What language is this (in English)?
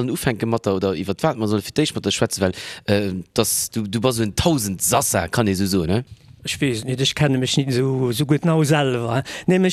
Luxembourgish